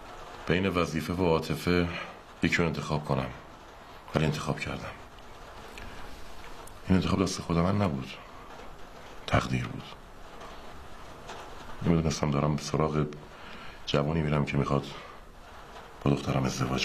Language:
Persian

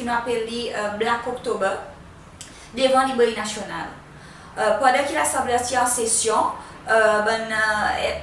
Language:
Seselwa Creole French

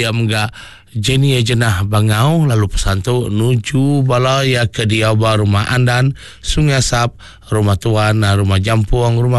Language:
Iban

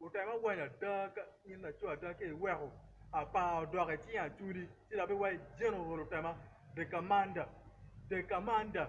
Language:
Acoli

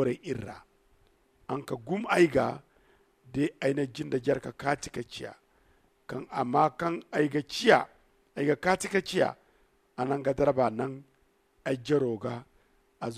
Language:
Zarma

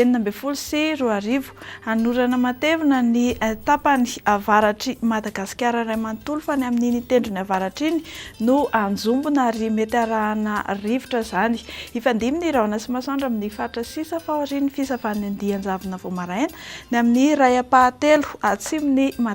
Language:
Malagasy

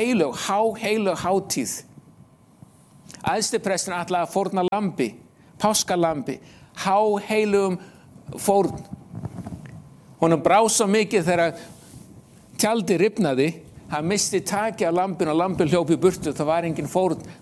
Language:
Icelandic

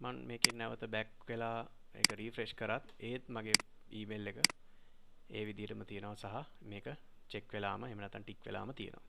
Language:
Sinhala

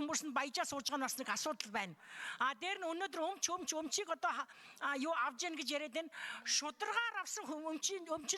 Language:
Mongolian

